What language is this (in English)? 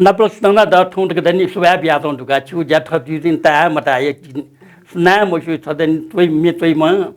Newari